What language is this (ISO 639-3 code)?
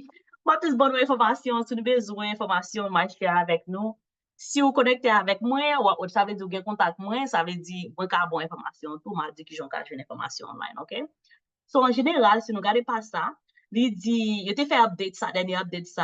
hat